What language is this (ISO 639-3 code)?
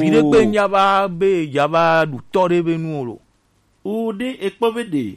gej